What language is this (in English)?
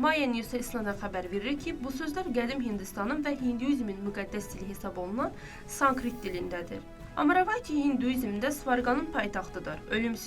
Azerbaijani